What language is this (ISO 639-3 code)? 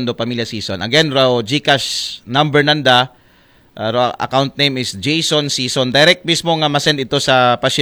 akl